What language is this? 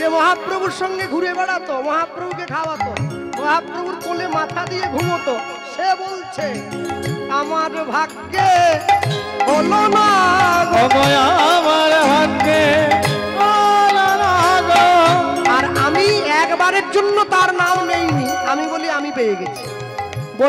Bangla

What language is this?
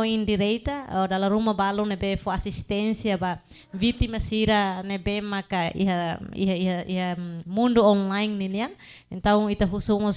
Tetum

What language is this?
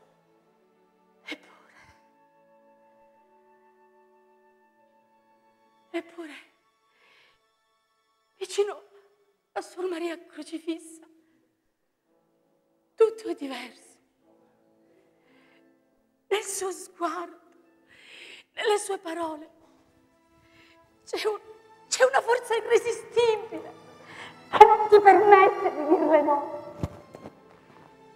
Italian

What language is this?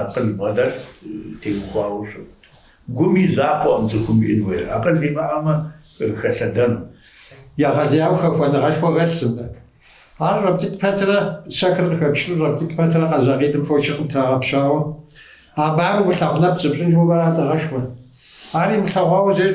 Kabardian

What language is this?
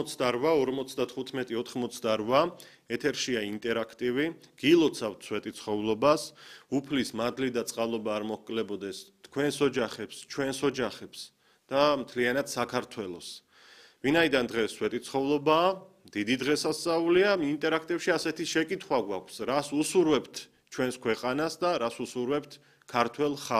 Georgian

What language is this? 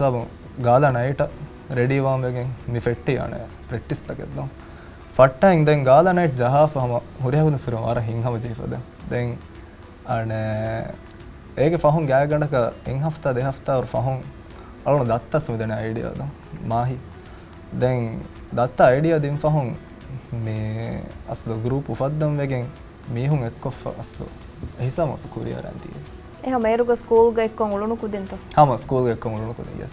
Divehi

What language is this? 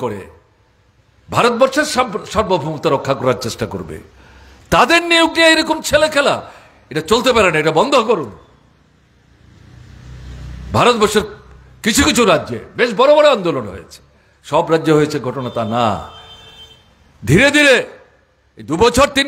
Bangla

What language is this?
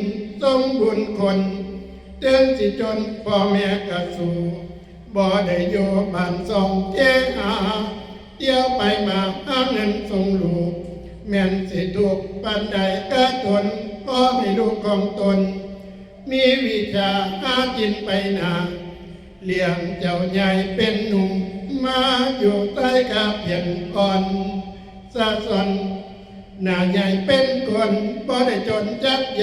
Northeastern Thai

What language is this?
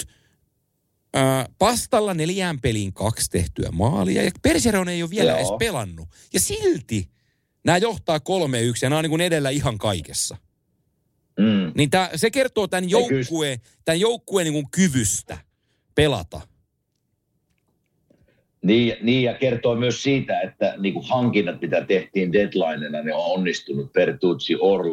Finnish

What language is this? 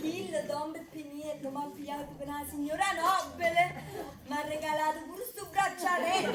Neapolitan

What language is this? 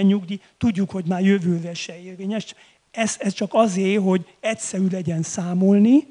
Hungarian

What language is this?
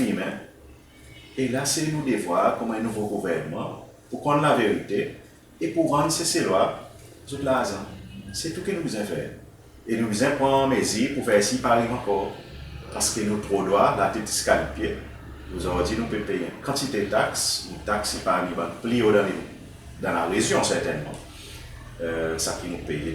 Seselwa Creole French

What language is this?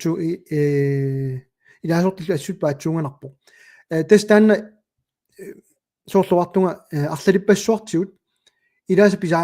Kalaallisut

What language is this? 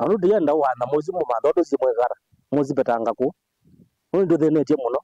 Kamba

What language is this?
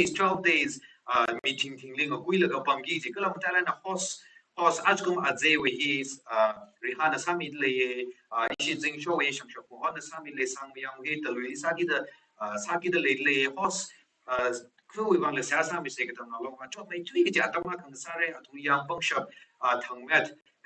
Tangkhul Naga (India)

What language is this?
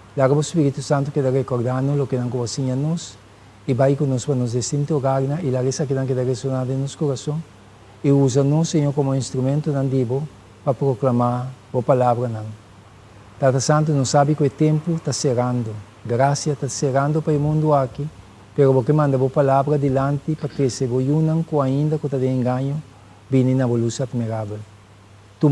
Papiamento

